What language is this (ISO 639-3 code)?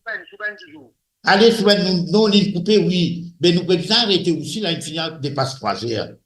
mfe